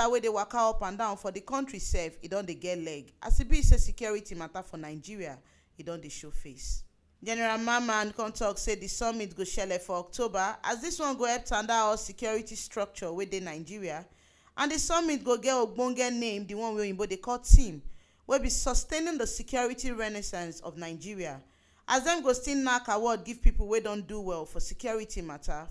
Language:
Nigerian Pidgin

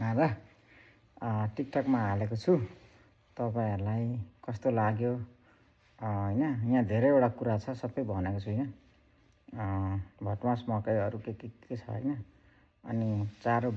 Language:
Nepali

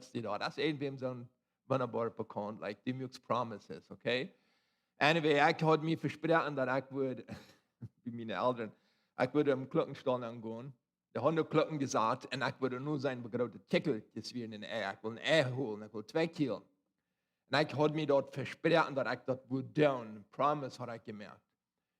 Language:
Plautdietsch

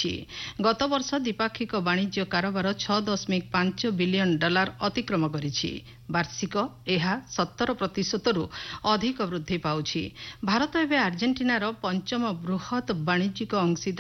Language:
Odia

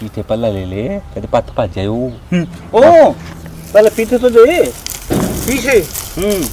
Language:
Haryanvi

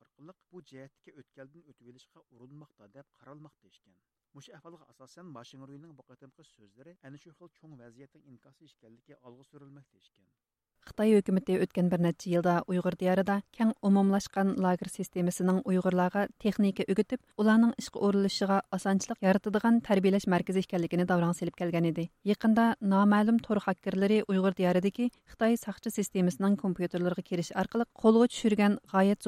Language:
Uyghur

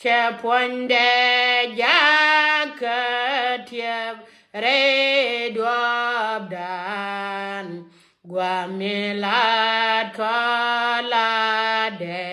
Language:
Nuer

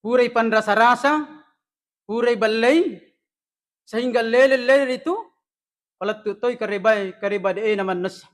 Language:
Buginese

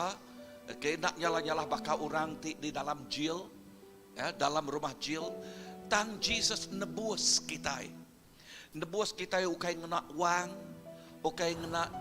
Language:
Iban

